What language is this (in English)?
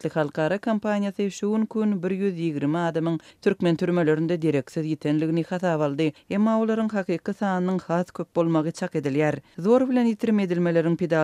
Turkmen